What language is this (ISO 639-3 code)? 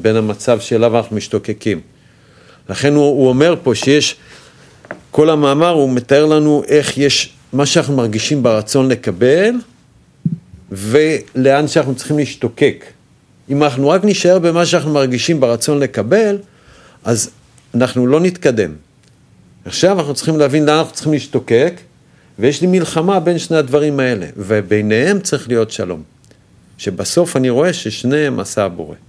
heb